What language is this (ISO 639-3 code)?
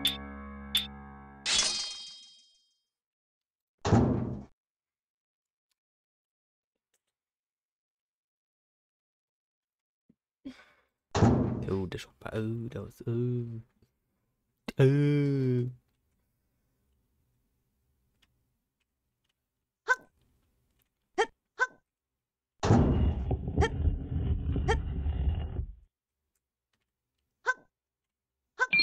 hun